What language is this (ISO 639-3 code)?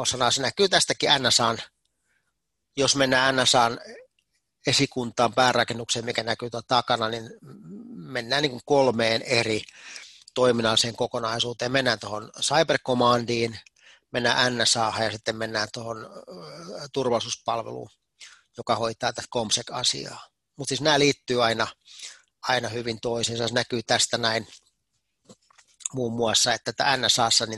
fin